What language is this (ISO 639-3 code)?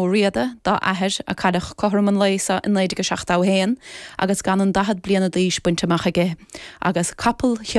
gle